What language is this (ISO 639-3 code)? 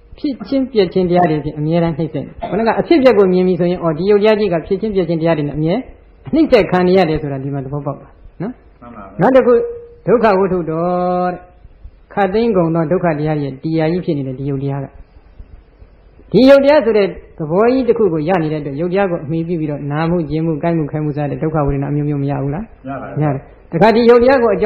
mya